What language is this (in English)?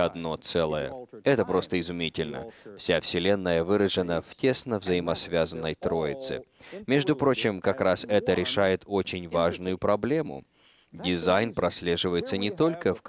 Russian